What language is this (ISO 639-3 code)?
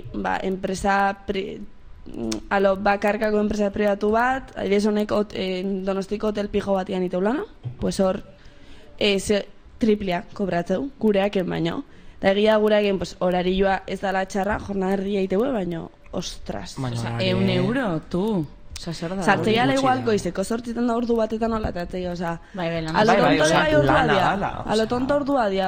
eus